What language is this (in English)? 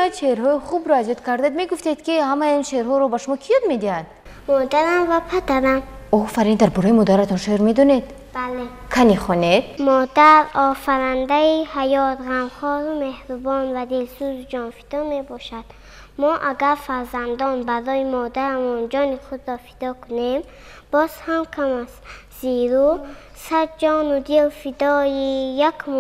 Tajik